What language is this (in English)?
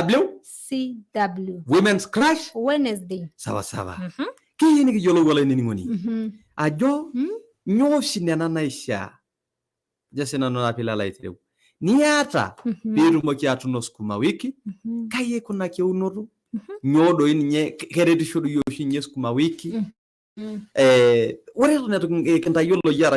Masai